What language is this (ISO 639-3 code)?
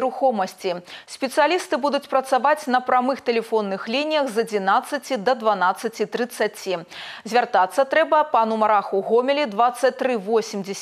bel